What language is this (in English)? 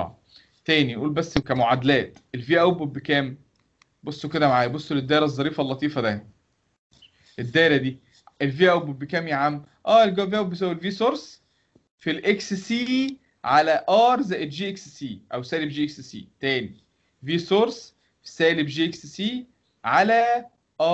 Egyptian Arabic